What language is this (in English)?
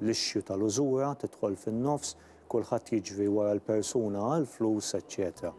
Maltese